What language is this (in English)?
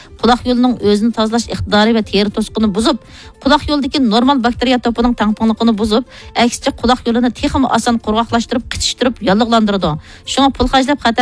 Uyghur